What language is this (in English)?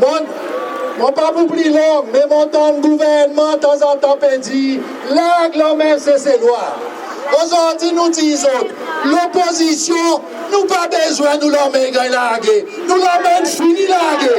Seselwa Creole French